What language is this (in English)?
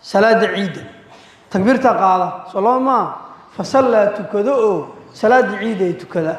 Somali